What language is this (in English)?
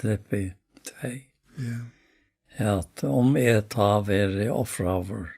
Faroese